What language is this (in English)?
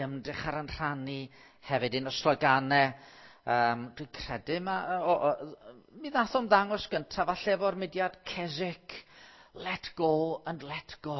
Welsh